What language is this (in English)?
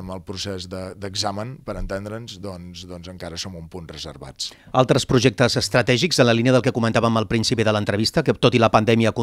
Catalan